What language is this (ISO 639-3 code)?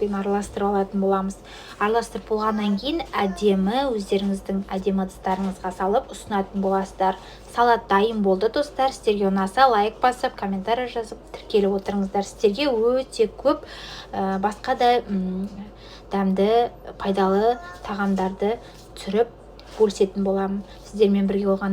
kaz